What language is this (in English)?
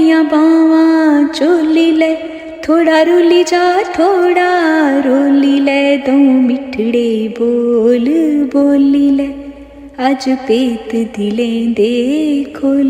Dogri